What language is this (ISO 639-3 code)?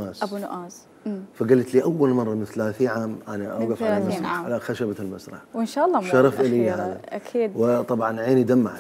acm